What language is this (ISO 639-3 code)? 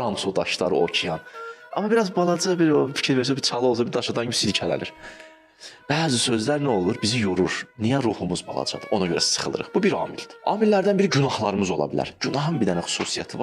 aze